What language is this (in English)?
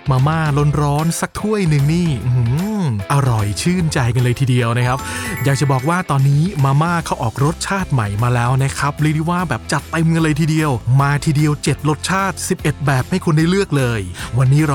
Thai